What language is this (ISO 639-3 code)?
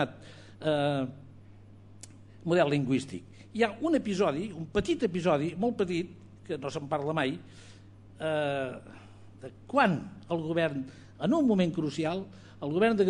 cat